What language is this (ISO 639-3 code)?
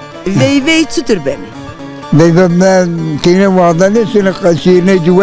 zza